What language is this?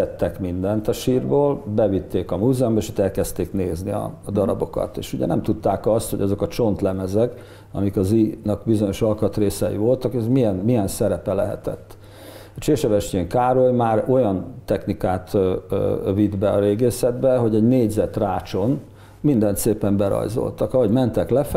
Hungarian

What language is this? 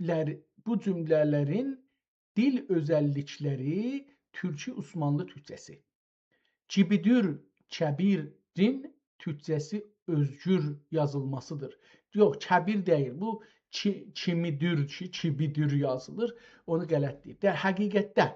South Azerbaijani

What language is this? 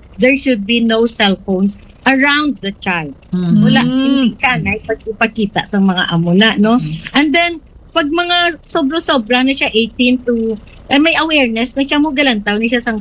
Hiligaynon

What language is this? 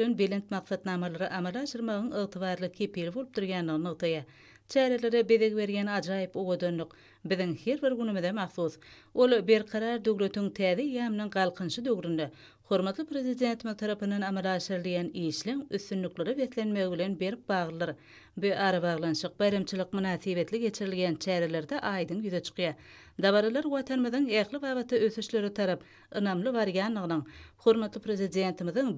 Turkmen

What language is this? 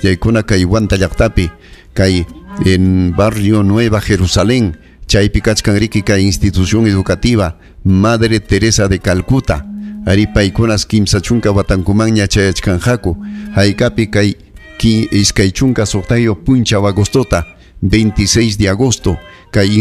Ayacucho Quechua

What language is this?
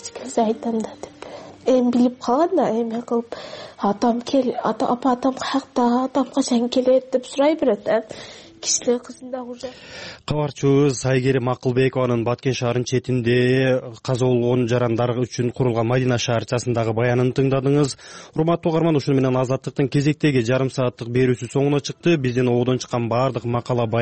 Kyrgyz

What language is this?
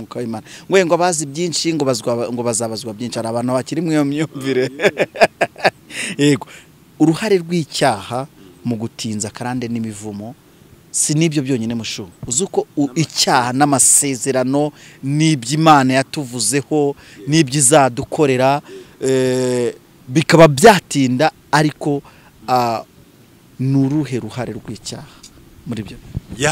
Kinyarwanda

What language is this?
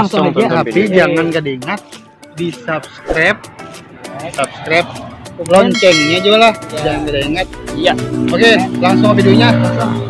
Banjar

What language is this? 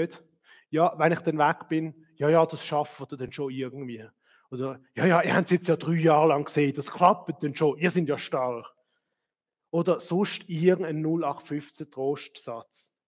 Swiss German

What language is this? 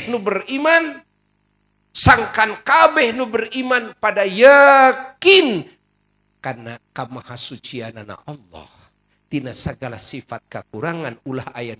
Sundanese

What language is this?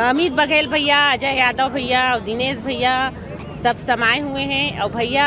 Chhattisgarhi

